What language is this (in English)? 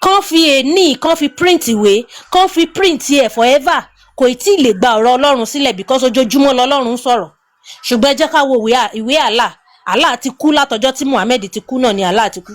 Yoruba